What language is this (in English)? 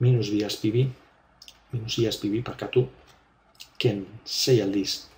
Basque